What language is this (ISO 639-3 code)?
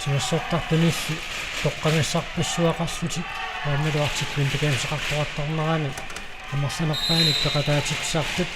kal